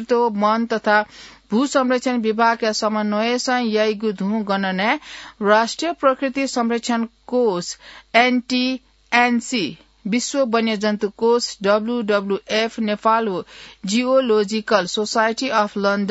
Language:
Newari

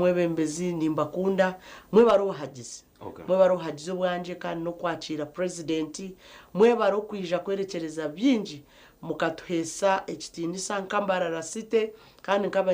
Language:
Nyankole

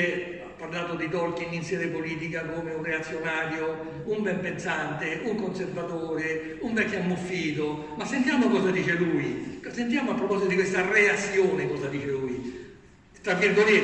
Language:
Italian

